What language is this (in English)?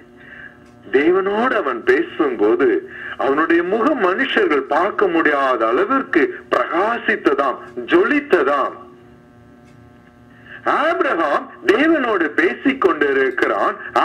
Tamil